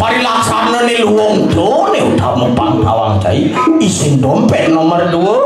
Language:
Balinese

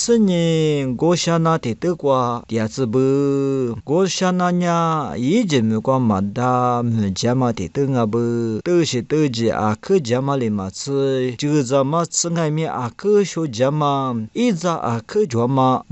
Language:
Lisu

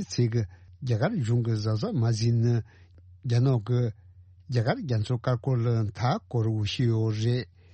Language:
Tibetan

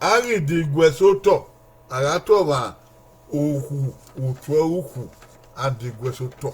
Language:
Bini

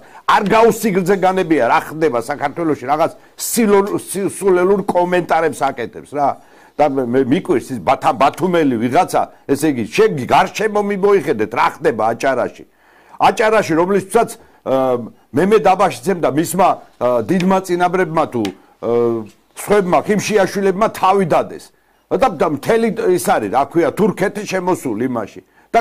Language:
Georgian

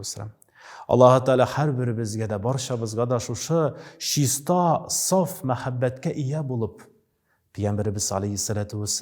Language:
Tatar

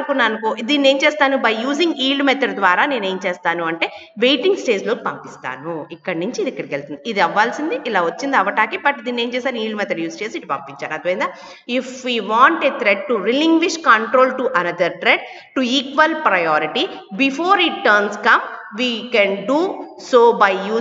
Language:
Telugu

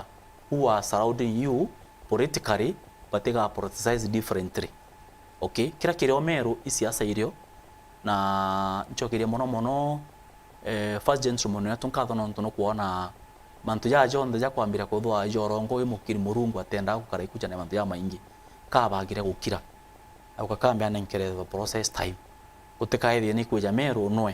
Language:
Meru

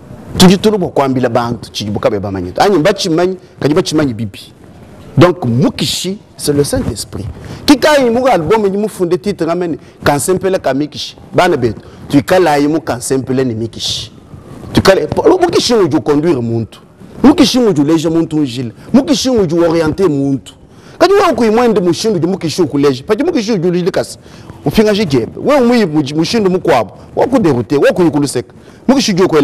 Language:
Luba-Lulua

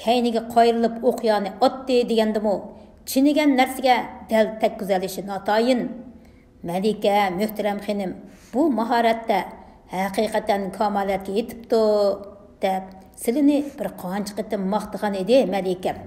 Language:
Uyghur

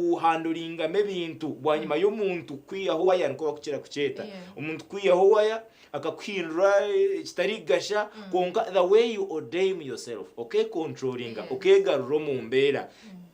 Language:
Nyankole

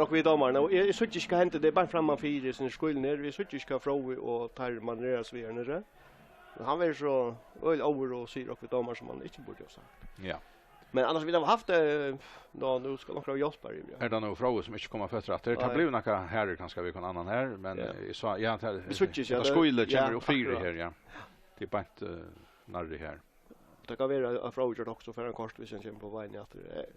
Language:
Faroese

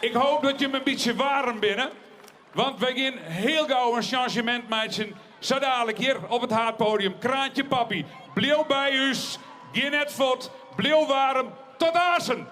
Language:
Western Frisian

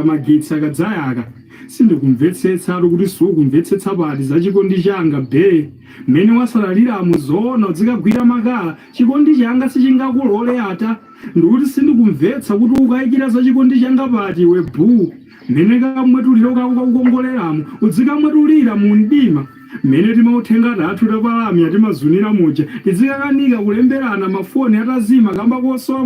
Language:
Nyanja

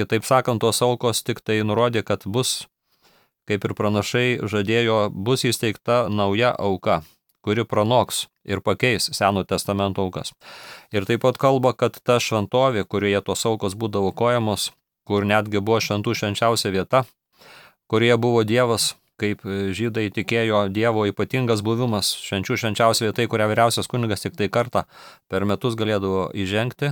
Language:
Lithuanian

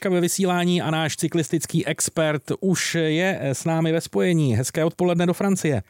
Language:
Czech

